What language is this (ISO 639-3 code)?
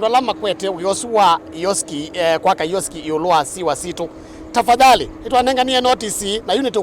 kam